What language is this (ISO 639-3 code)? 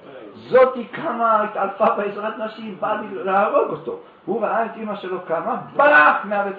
heb